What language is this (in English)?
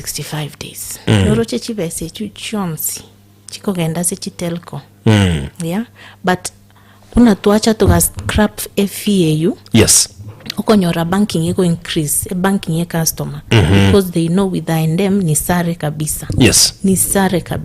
Gusii